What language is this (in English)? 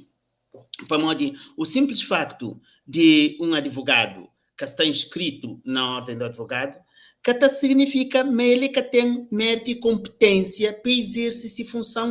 Kabuverdianu